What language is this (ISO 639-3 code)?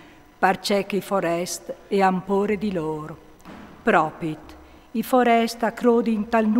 fur